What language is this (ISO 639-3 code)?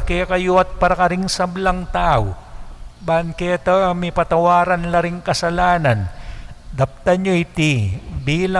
pam